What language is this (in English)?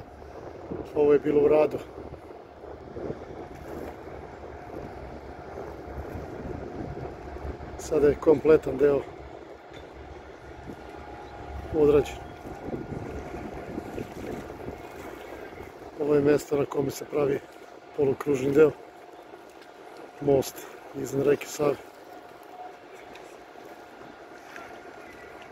Serbian